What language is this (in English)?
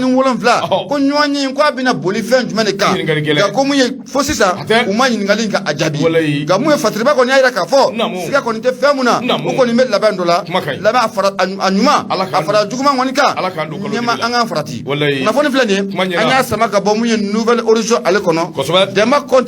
Bambara